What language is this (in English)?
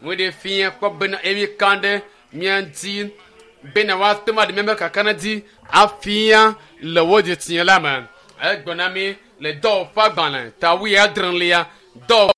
Ewe